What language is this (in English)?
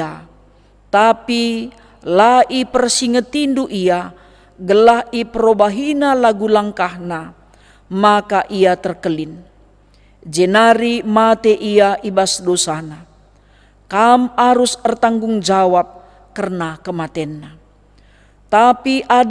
Batak Karo